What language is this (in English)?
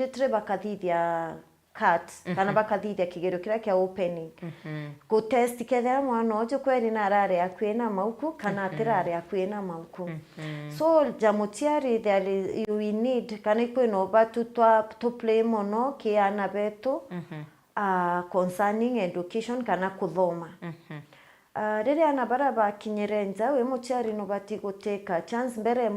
Meru